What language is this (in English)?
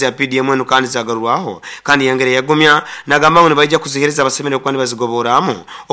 Nyoro